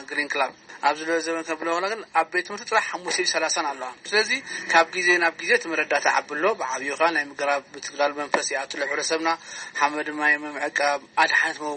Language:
Tigrinya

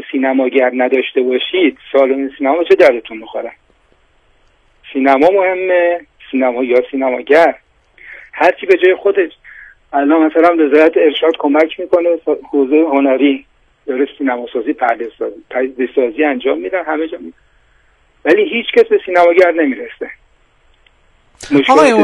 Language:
Persian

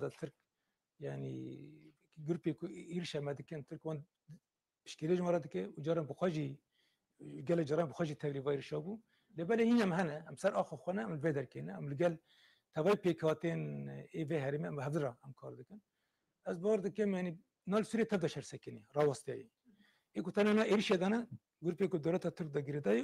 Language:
Kurdish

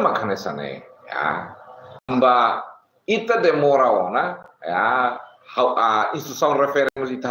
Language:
Tetum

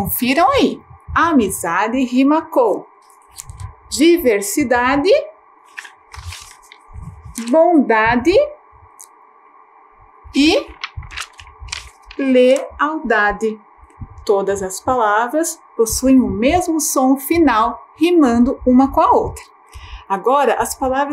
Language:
Portuguese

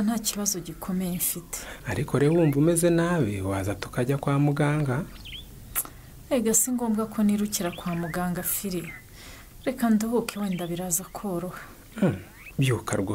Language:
Kinyarwanda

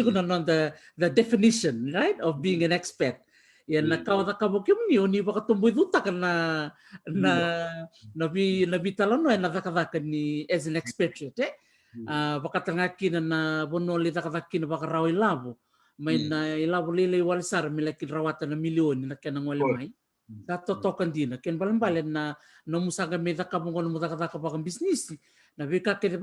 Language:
Fijian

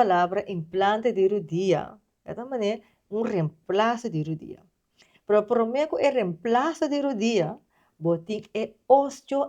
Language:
Papiamento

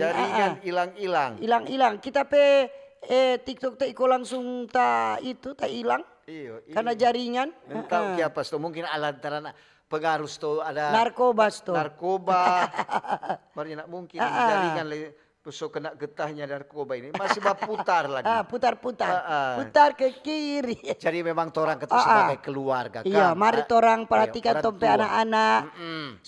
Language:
Manado Malay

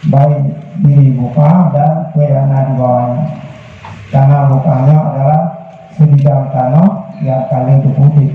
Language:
Achinese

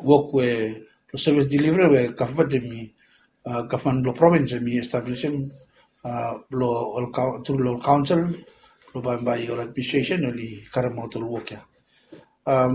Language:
Bislama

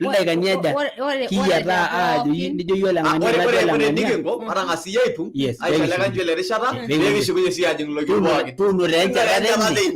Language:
Masai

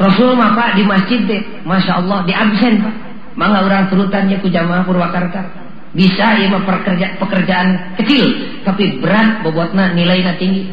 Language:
Sundanese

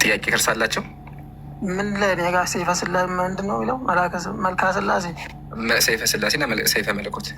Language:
Amharic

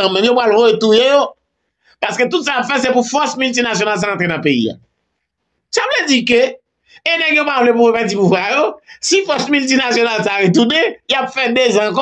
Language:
Haitian Creole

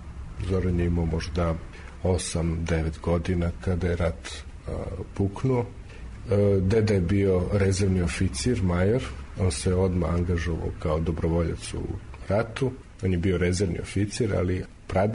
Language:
Serbian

